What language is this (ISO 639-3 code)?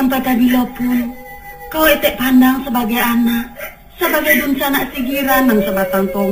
min